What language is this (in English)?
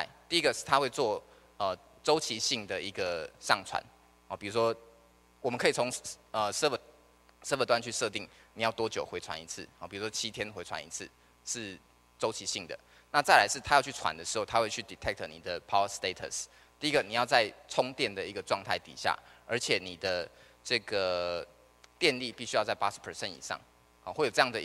Chinese